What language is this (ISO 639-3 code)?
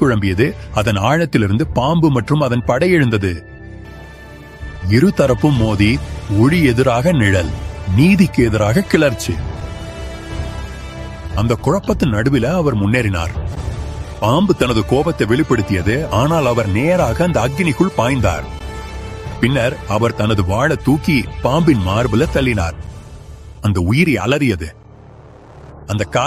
tam